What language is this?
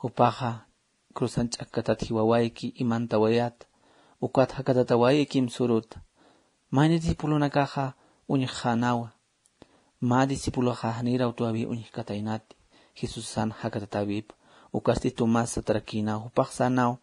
Aymara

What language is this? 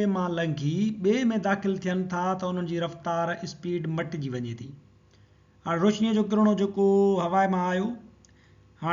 Sindhi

